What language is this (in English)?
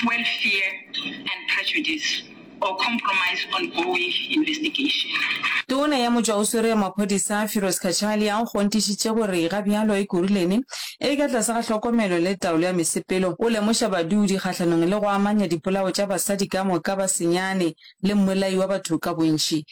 Northern Sotho